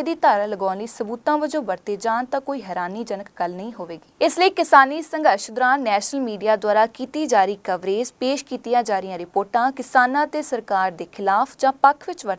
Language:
Punjabi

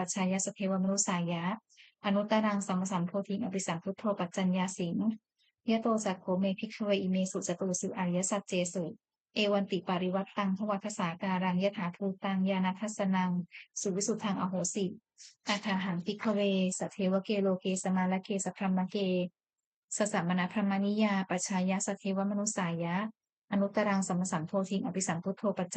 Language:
Pali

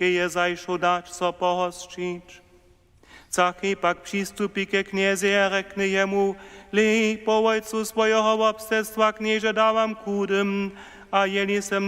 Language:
Upper Sorbian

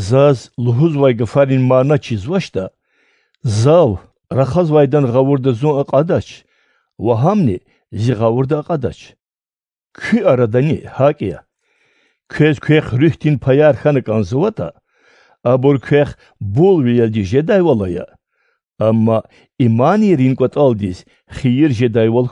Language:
Lezghian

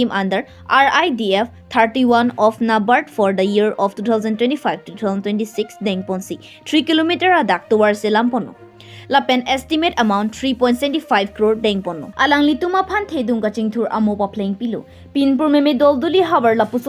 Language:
Karbi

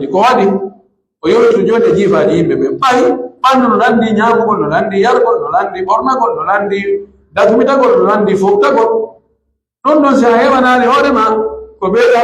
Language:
Pular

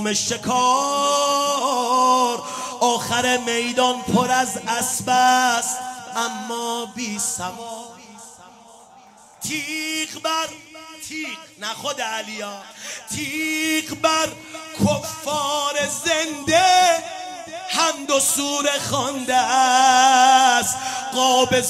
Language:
Persian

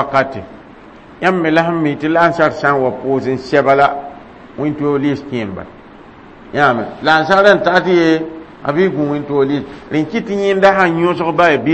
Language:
Mossi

